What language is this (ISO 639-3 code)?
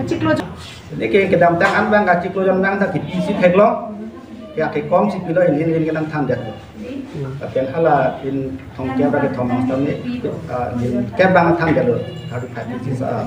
mjw